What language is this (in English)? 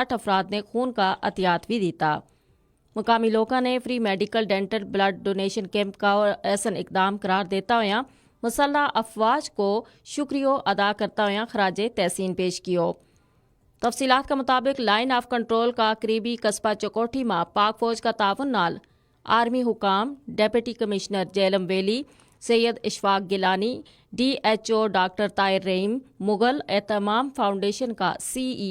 Gujari